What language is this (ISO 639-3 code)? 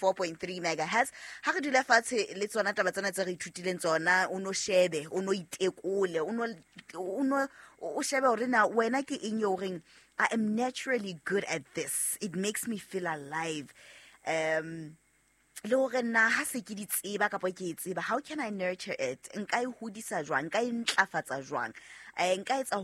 sot